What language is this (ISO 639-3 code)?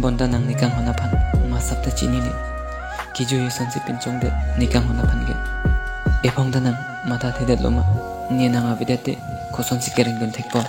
mjw